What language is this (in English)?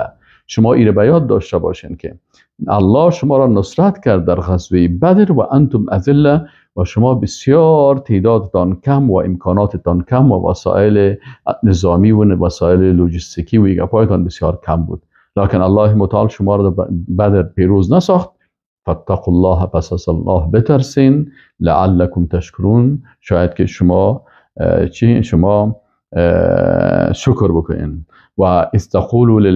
Persian